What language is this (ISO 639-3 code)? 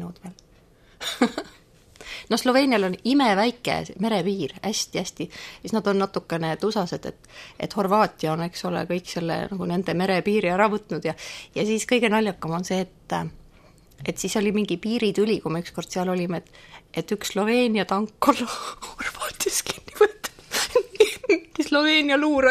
est